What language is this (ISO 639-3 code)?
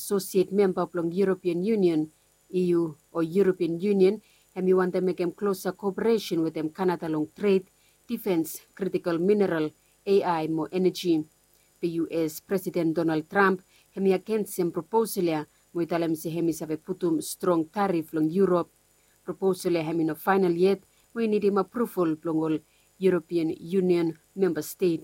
bis